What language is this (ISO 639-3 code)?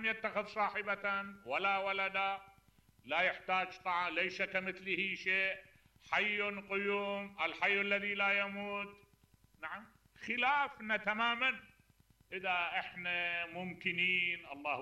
acm